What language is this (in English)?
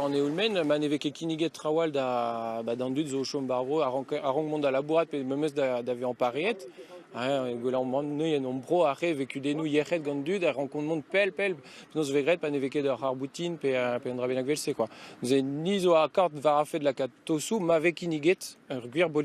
Breton